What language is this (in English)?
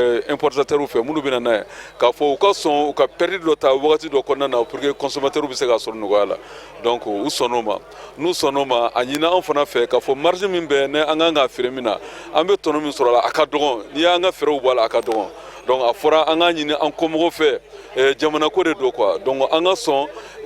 Bambara